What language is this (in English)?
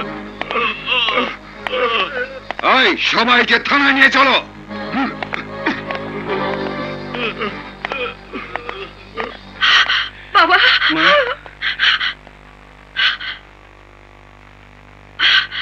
Bangla